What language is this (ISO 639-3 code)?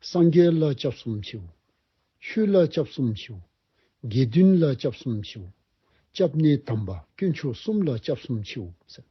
dzo